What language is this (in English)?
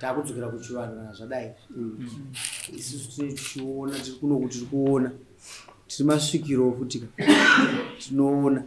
Shona